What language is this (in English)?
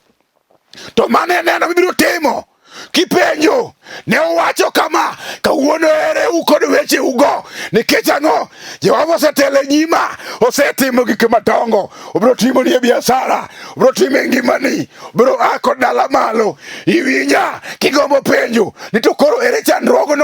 Luo (Kenya and Tanzania)